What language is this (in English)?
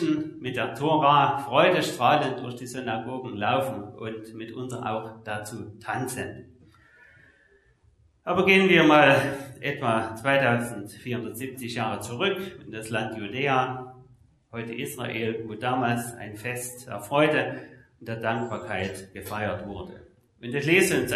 German